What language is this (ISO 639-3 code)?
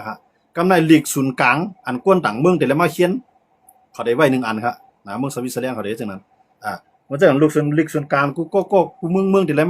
shn